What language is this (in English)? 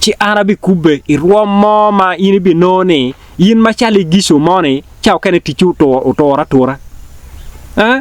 Acoli